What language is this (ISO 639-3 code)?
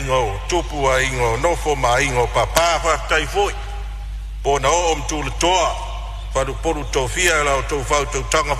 smo